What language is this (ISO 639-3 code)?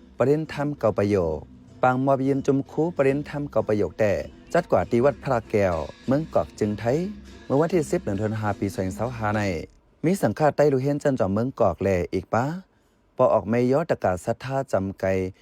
shn